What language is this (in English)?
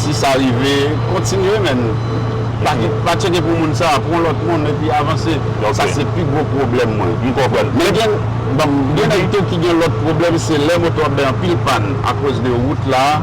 Haitian Creole